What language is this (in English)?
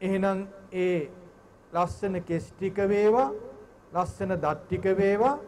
Sinhala